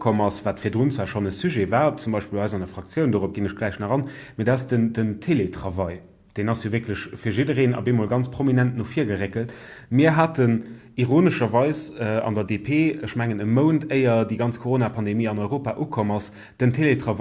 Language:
Luxembourgish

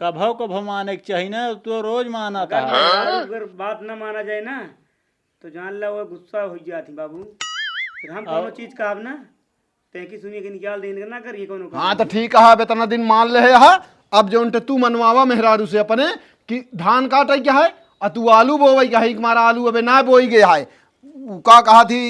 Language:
Awadhi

